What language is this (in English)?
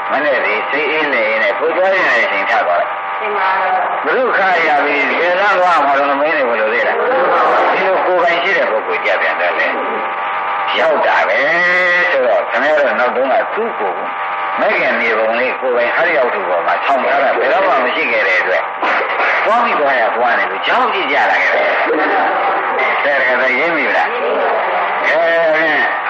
Burmese